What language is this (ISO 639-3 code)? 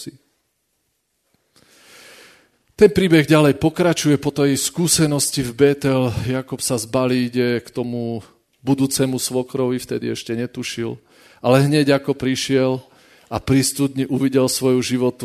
slk